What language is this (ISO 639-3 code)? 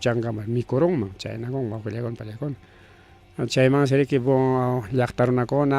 quy